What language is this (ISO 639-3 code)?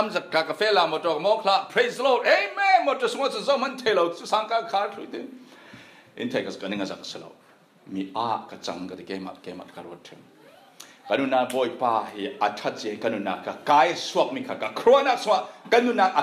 cfm